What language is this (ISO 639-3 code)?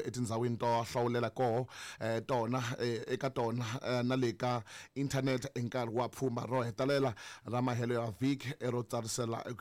tso